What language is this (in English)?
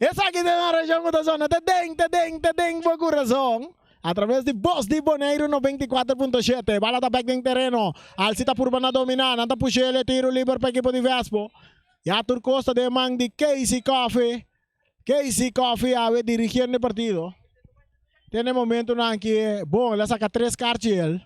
Papiamento